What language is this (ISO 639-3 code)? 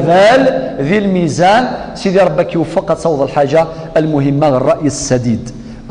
kab